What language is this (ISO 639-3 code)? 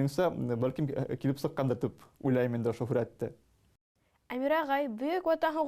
bak